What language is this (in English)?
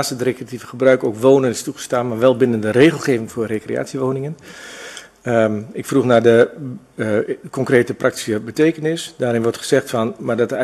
Dutch